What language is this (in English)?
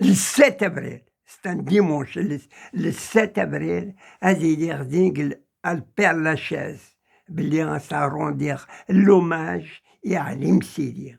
Kabyle